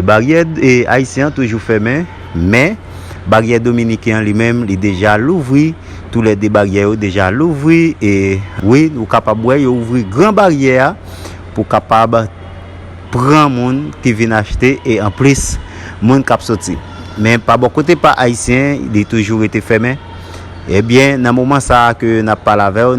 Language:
Haitian Creole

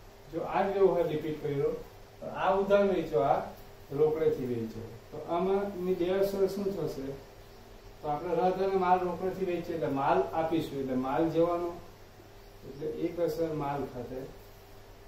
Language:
Gujarati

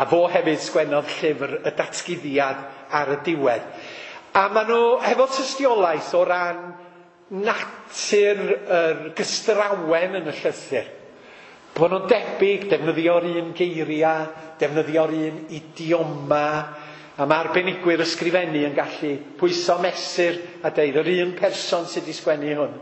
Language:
Welsh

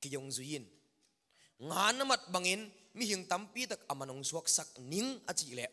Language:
Tedim Chin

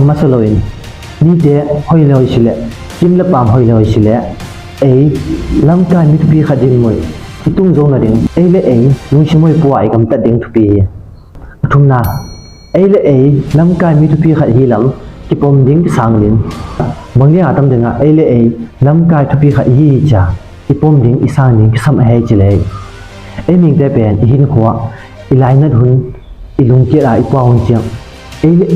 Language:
Tedim Chin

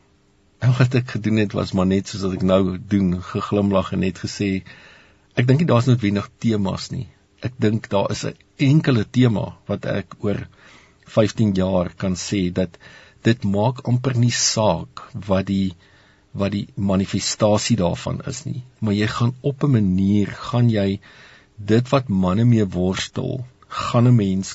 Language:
Afrikaans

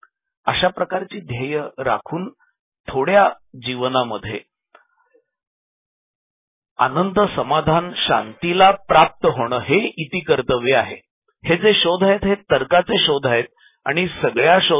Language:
Marathi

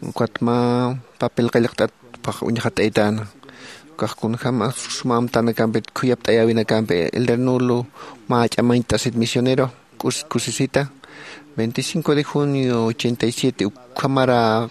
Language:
Aymara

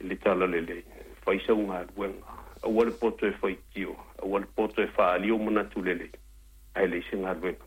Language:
Samoan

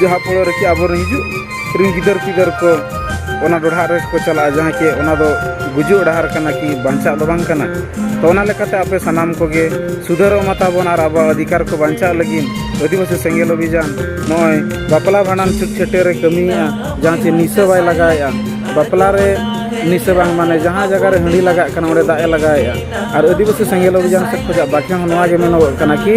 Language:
Santali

